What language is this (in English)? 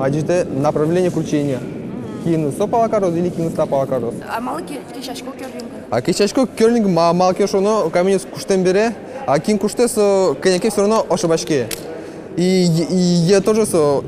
Udmurt